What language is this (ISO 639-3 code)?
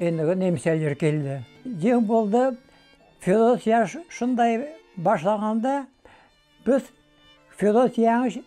crh